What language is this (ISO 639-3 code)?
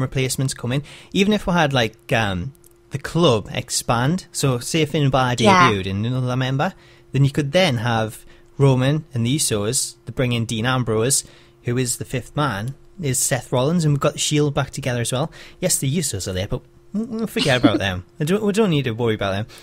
eng